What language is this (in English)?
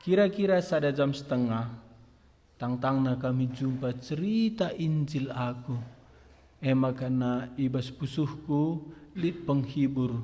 Batak Karo